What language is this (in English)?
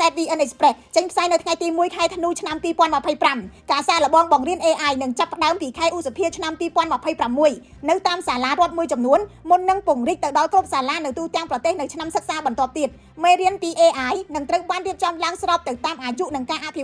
Khmer